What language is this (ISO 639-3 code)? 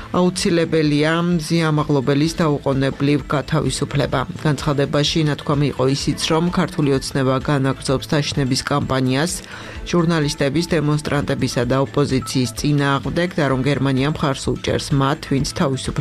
kat